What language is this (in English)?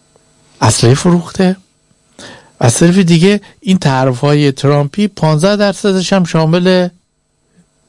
Persian